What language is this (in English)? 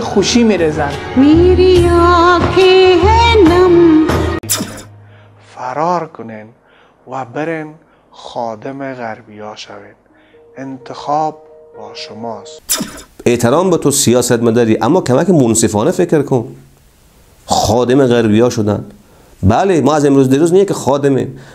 Persian